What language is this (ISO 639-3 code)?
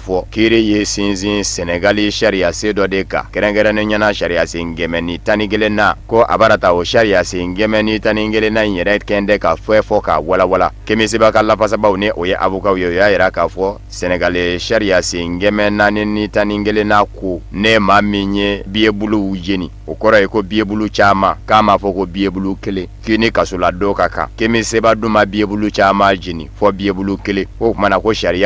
bam